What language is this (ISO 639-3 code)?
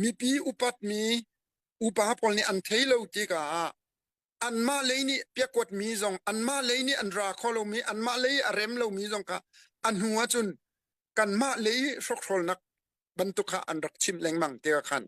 cnh